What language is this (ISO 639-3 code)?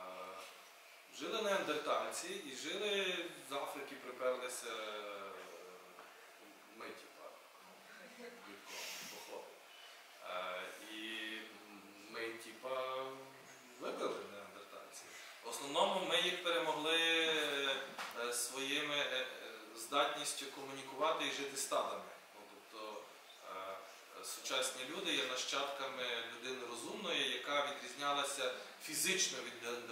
ukr